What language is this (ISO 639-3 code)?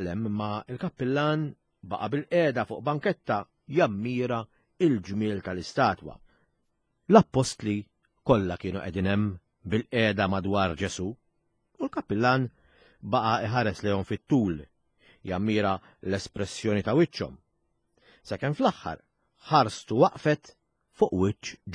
mlt